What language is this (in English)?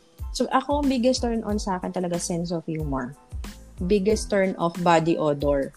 Filipino